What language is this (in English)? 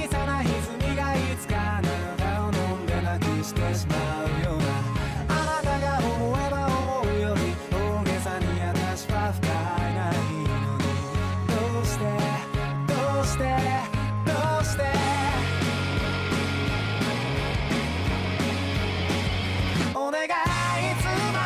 Japanese